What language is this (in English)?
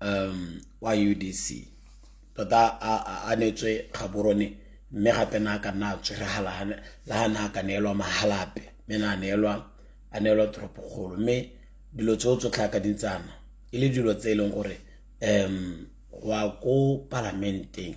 Tswana